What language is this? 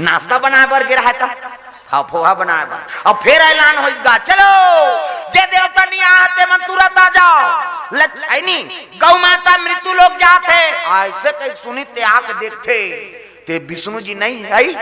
Chhattisgarhi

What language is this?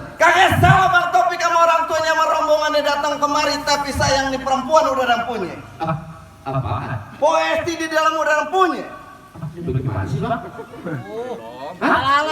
Betawi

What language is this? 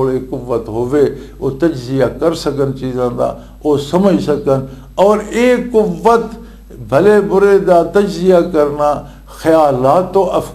Western Panjabi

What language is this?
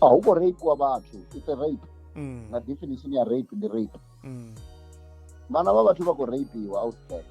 Venda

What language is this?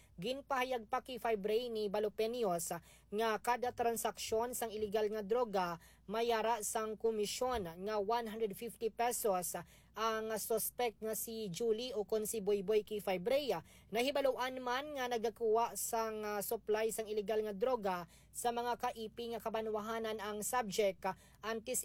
Hiligaynon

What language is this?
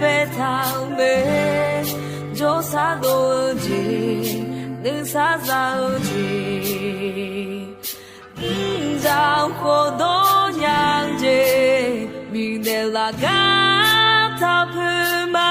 Akha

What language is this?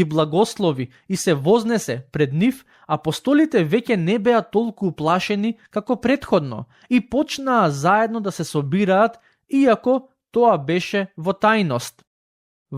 Macedonian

